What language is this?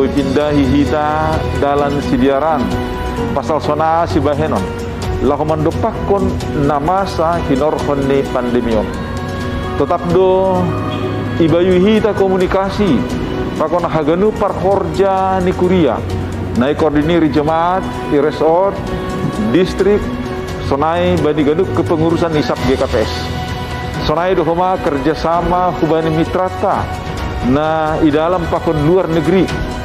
Batak Simalungun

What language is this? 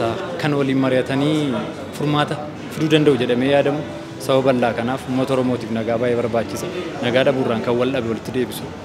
Oromo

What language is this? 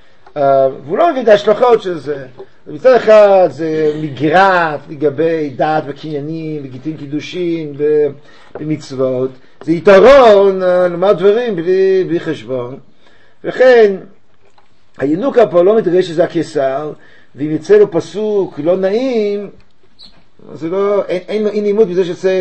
Hebrew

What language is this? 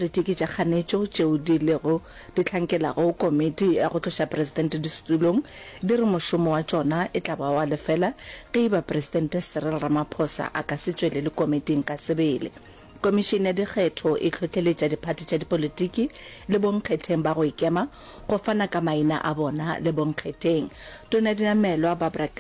Northern Sotho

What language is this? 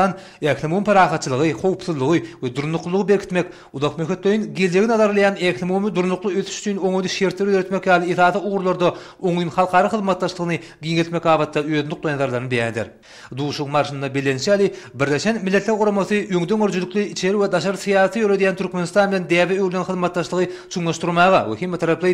Turkmen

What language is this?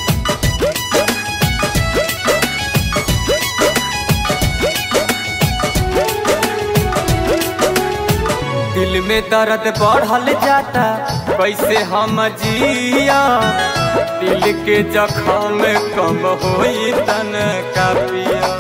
Bhojpuri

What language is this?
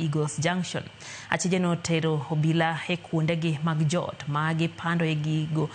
Luo (Kenya and Tanzania)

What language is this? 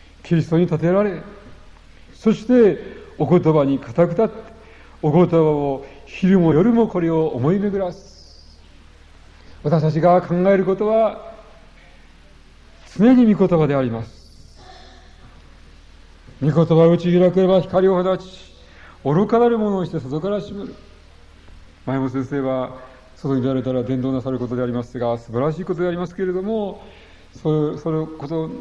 Japanese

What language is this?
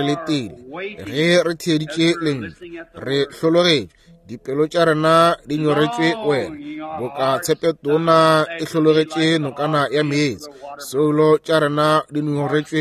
Northern Sotho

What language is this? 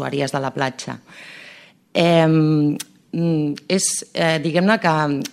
Catalan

